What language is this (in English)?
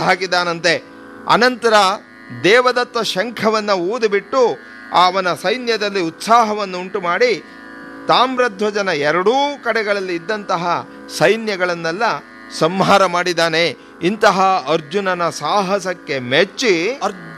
Kannada